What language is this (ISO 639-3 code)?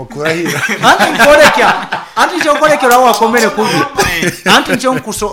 nyo